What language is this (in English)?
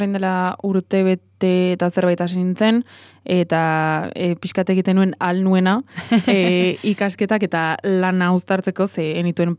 Basque